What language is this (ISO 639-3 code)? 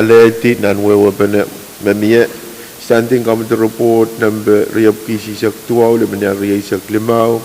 pon